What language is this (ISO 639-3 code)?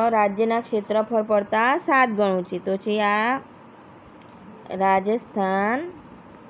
guj